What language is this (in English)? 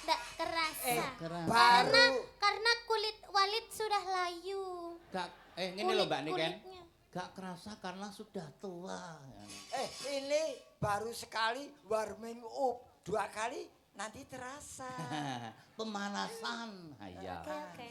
Javanese